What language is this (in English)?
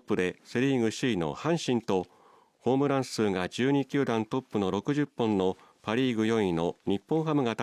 Japanese